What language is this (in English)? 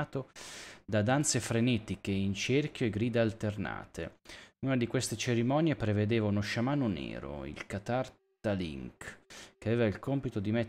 Italian